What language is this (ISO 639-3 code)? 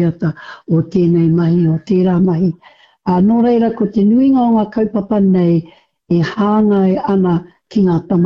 mri